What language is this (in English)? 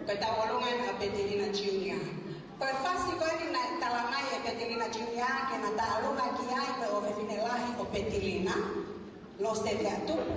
Tongan